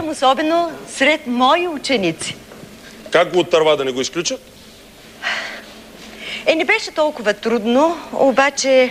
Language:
Bulgarian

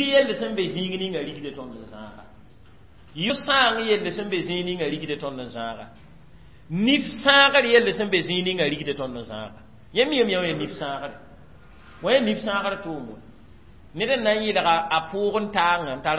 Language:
Mossi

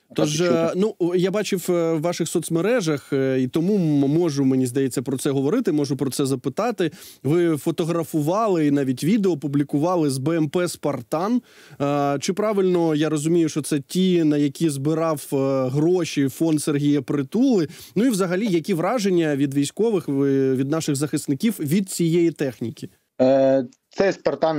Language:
Ukrainian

